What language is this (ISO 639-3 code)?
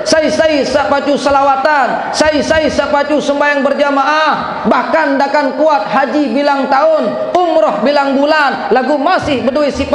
sas